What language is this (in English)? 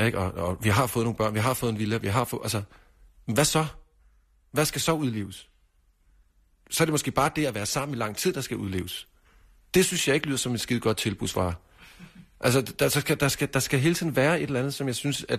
Danish